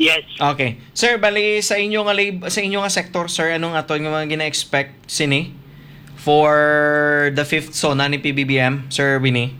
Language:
Hiligaynon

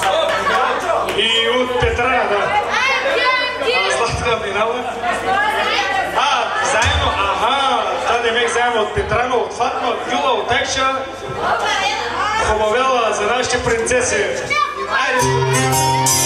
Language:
Bulgarian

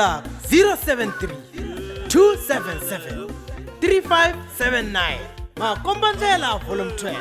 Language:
Tsonga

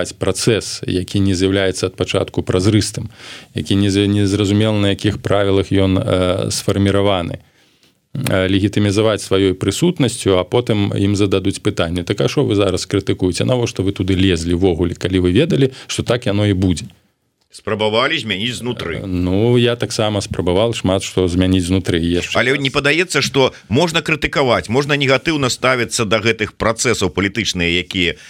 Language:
Belarusian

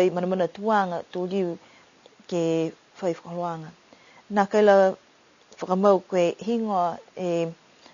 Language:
Niuean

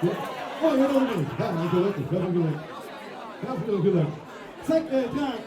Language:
Limburgish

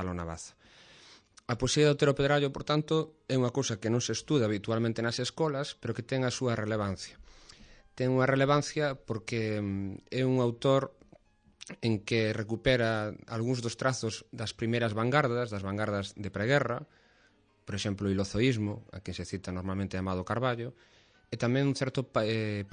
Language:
Galician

